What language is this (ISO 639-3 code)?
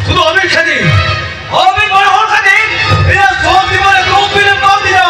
sat